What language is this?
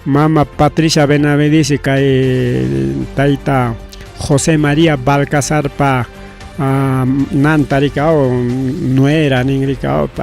Ayacucho Quechua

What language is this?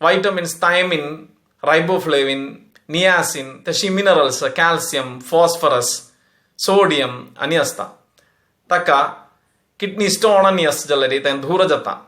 Konkani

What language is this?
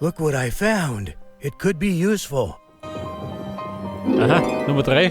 Bavarian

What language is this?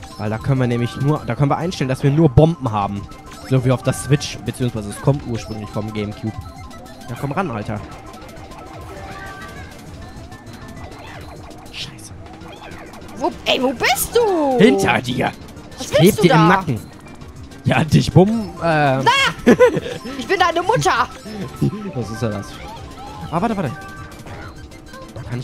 German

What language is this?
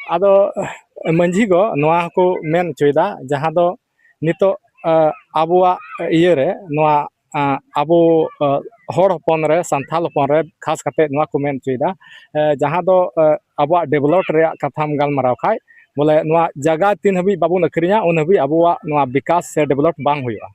Santali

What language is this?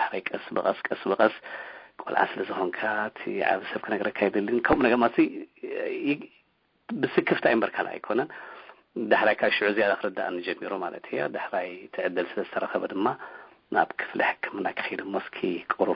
Tigrinya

